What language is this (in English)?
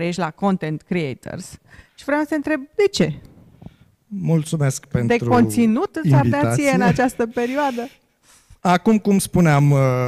Romanian